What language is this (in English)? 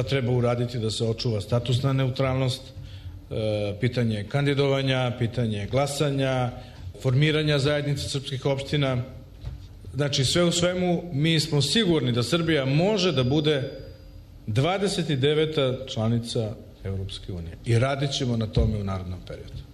Serbian